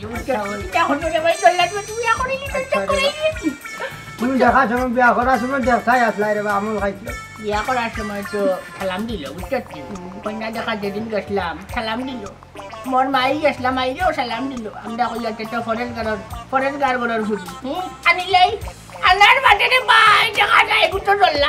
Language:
Sylheti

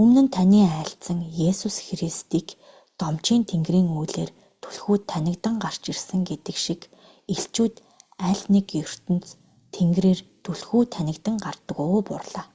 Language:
Mongolian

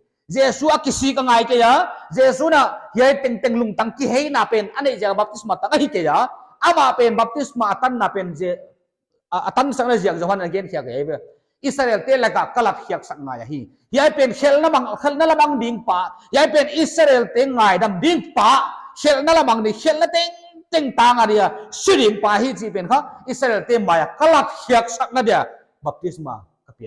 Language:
Paite Chin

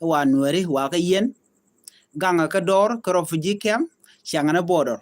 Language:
Nuer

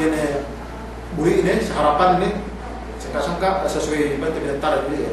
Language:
Yakan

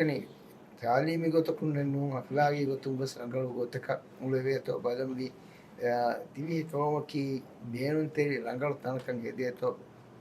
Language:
Divehi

